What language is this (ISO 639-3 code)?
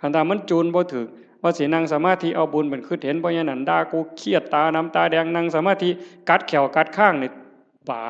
tts